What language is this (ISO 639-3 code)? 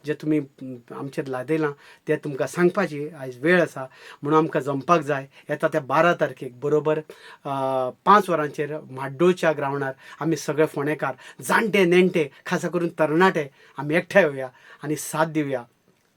kok